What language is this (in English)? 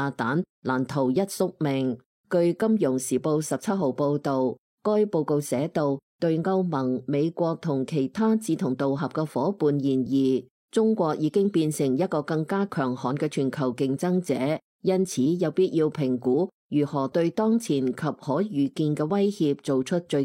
Cantonese